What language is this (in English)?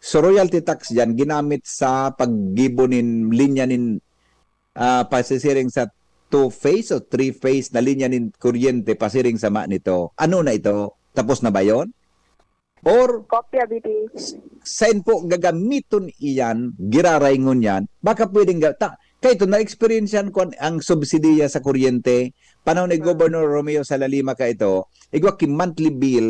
Bikol